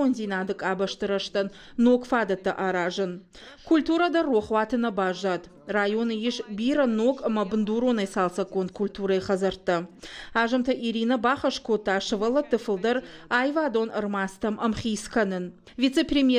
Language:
Ossetic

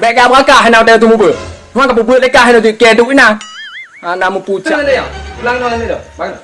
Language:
Achinese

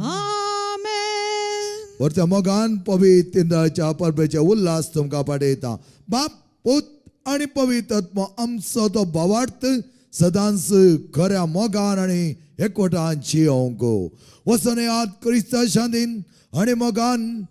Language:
Konkani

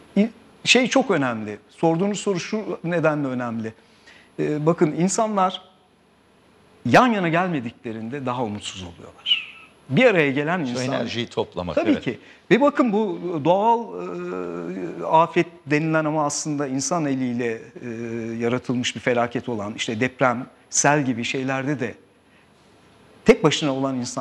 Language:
Turkish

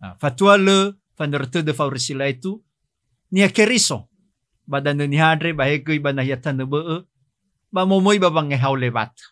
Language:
Nias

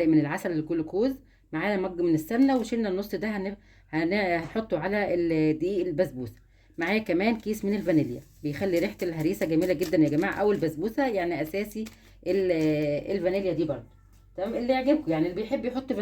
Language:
Egyptian Arabic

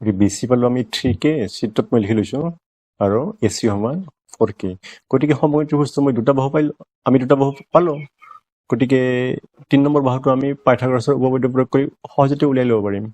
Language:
Assamese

